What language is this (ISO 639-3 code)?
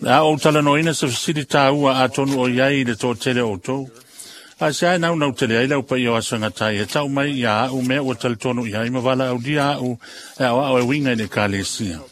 smo